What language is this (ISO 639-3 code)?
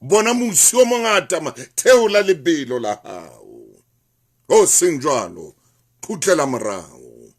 sot